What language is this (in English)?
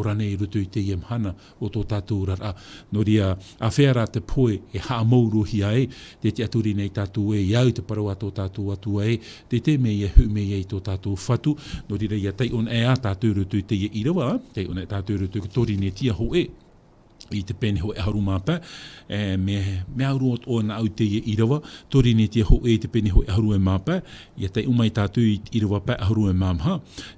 Tahitian